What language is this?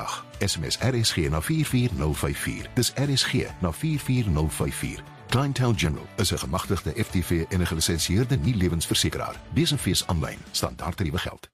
Afrikaans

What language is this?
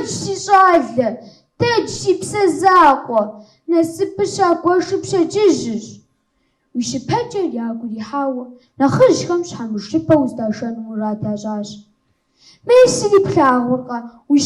Kabardian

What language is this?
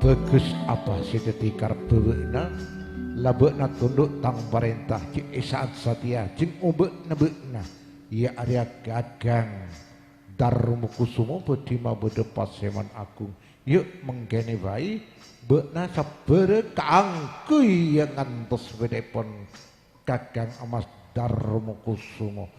Madurese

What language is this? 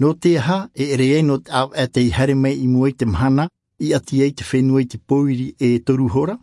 Tahitian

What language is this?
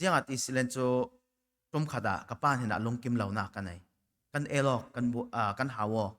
Falam Chin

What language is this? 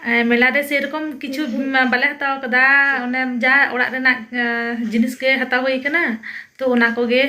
Santali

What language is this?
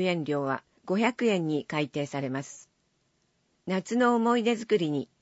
Japanese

